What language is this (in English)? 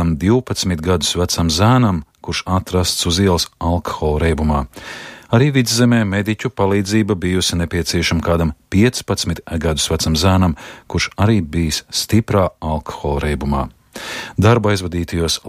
Latvian